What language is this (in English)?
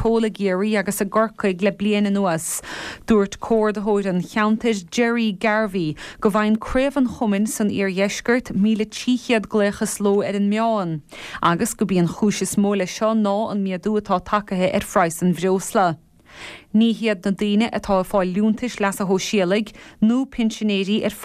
Irish